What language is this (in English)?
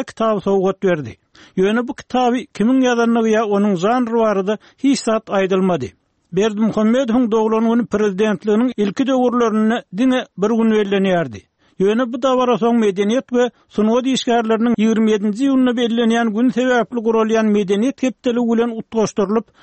Turkmen